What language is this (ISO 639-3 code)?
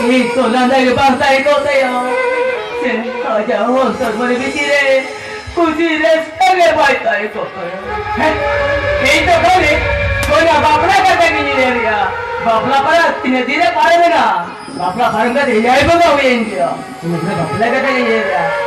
sat